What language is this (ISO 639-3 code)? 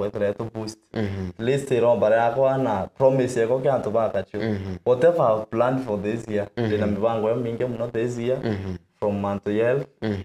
mer